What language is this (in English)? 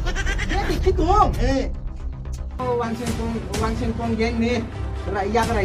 Kok Borok